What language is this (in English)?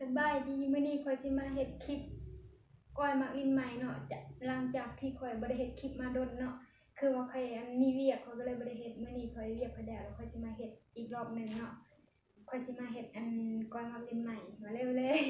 Lao